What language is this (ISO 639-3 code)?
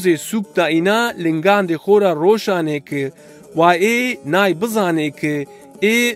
zza